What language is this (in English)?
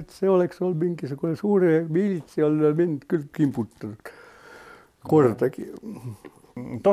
Estonian